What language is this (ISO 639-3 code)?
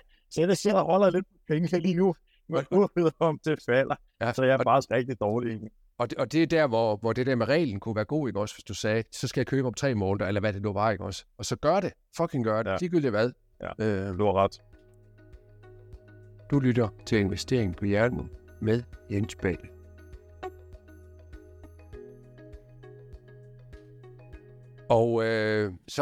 dan